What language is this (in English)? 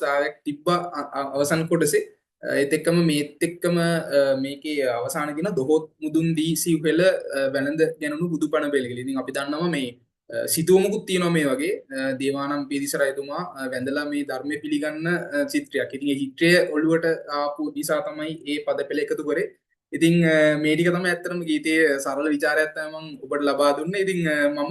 Sinhala